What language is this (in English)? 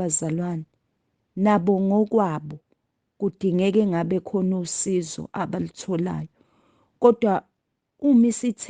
Zulu